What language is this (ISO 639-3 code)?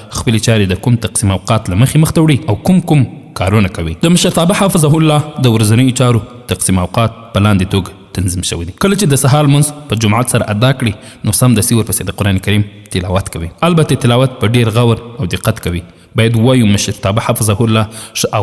pus